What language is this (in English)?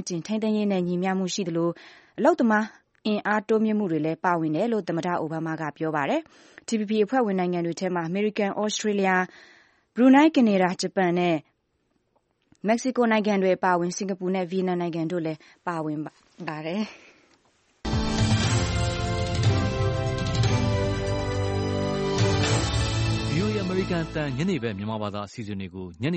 Burmese